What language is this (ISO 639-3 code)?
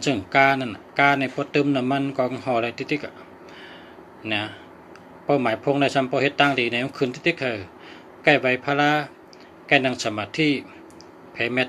shn